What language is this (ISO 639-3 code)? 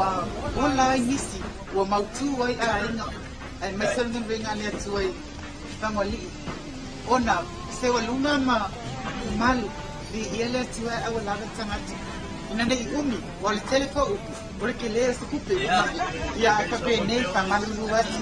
smo